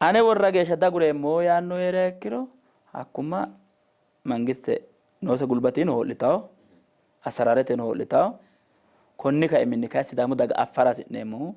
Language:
Sidamo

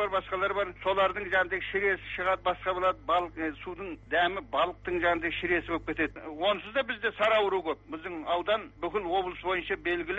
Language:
Kazakh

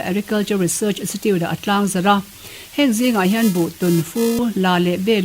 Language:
Mizo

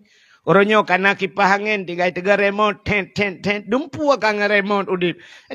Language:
Achinese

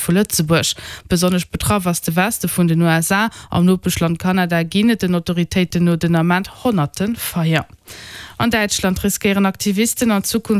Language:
Luxembourgish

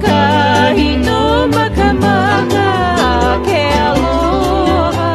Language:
Hawaiian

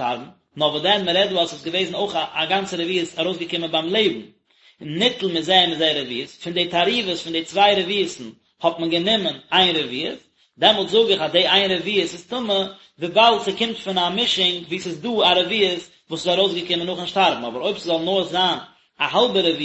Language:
Yiddish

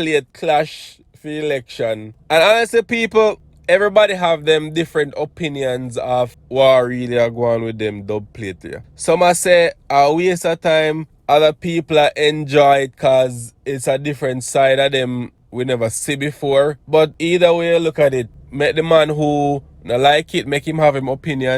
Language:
Jamaican Creole English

